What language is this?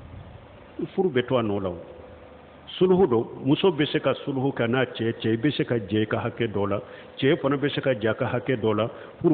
Bambara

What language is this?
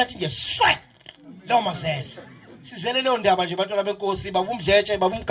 Zulu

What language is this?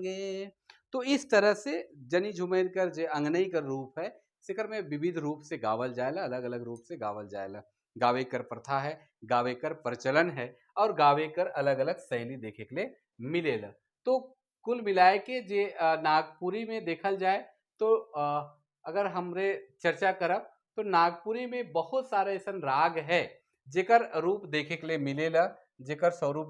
Sadri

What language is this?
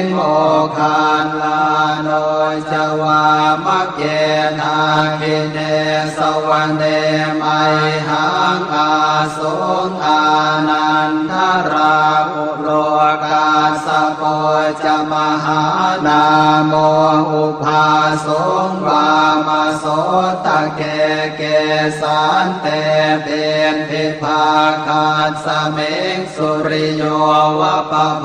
Pali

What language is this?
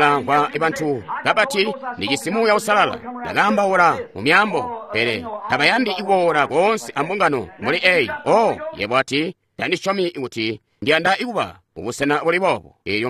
Tonga (Zambia)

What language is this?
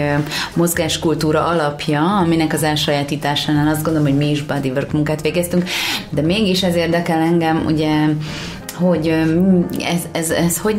Hungarian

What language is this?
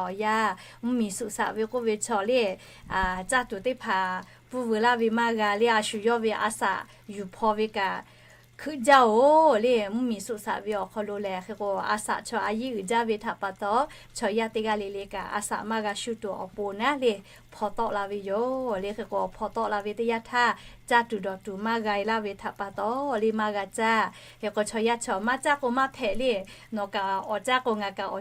Lahu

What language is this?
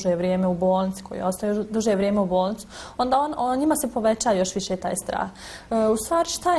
Bosnian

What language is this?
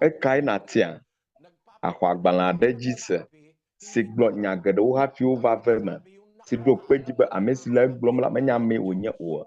Ewe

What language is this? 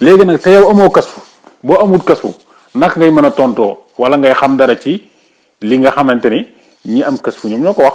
Wolof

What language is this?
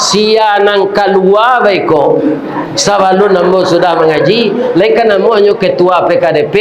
Minangkabau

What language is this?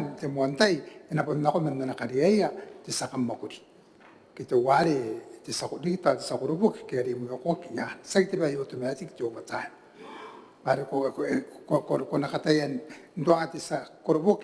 Gilbertese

